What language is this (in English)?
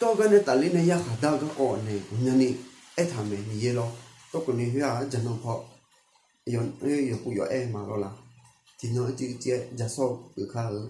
Akha